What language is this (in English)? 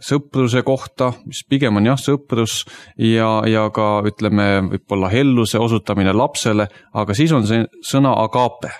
Estonian